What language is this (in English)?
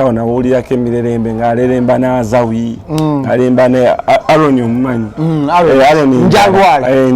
Ganda